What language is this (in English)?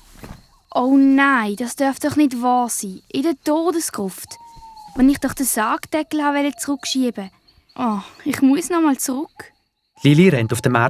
Swiss German